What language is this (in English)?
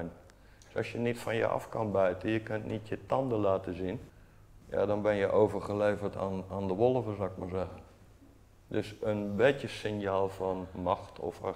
Dutch